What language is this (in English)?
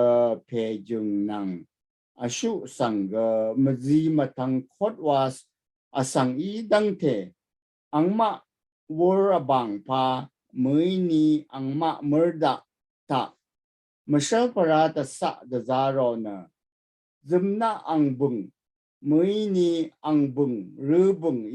Rawang